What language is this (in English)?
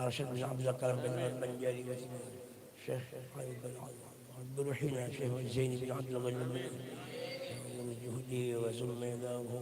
Banjar